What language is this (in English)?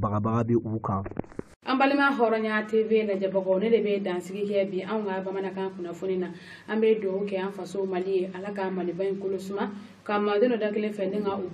Bambara